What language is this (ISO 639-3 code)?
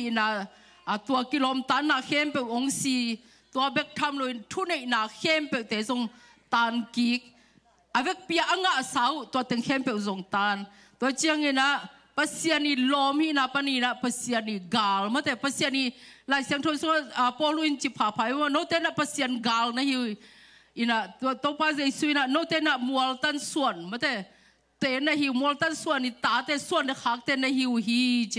ctd